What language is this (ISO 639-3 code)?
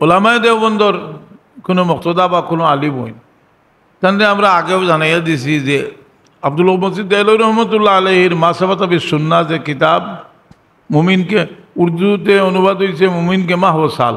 syl